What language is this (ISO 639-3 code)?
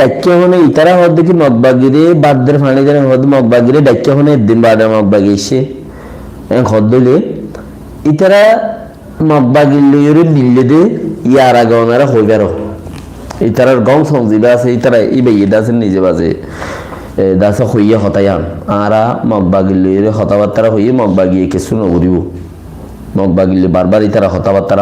rhg